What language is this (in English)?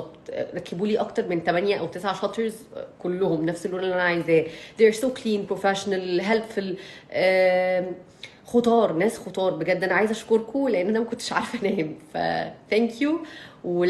Egyptian Arabic